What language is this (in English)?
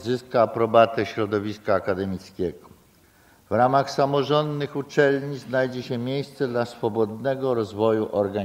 Polish